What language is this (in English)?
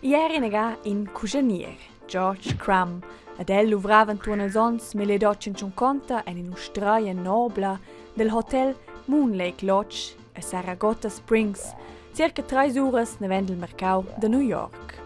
Romansh